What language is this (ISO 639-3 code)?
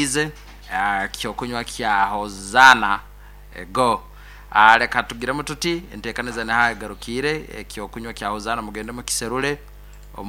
nyn